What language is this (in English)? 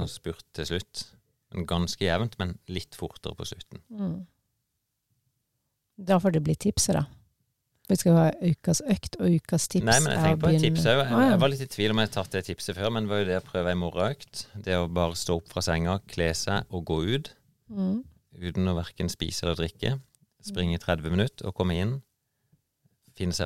Norwegian